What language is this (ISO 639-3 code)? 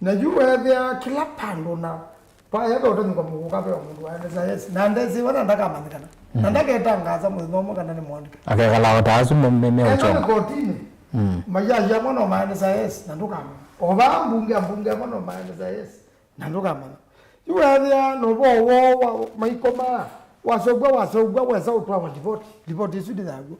kam